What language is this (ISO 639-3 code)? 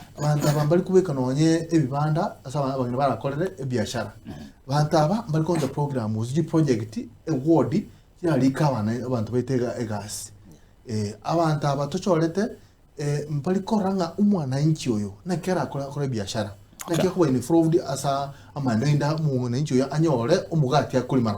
guz